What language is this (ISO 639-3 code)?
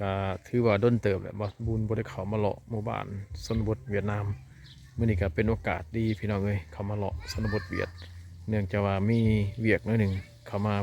lao